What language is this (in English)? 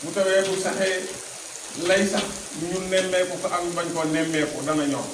Wolof